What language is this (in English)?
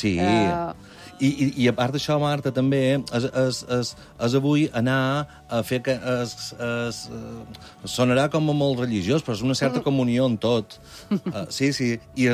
Catalan